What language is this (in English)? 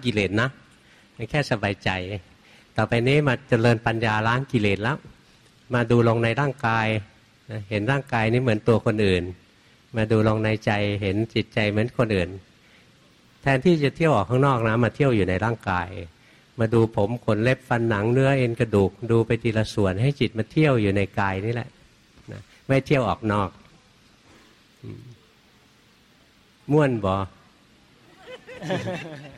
Thai